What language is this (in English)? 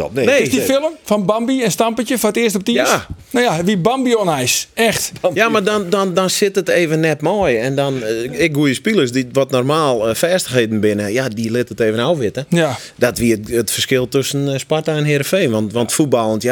Western Frisian